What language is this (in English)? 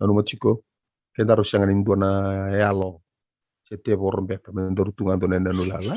Fijian